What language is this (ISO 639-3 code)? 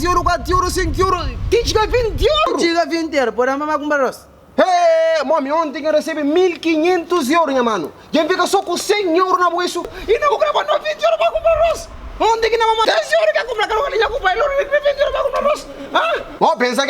kea